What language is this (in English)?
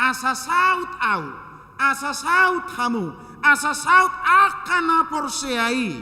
Batak Toba